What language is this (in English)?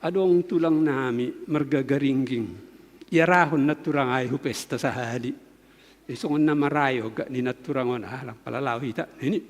Batak Simalungun